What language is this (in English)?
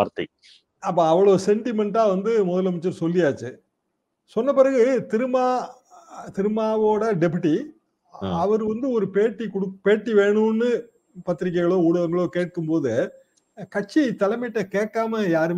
Tamil